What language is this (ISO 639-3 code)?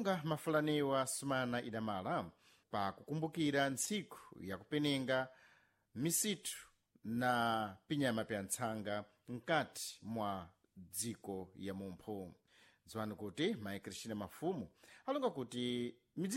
seh